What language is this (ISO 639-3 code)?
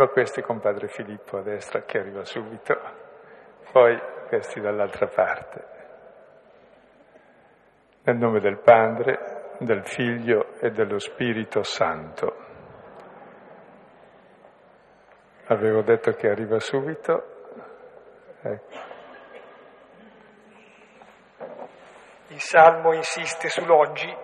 ita